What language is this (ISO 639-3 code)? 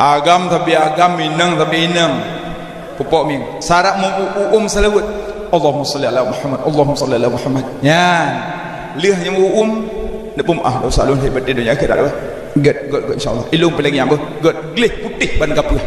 ace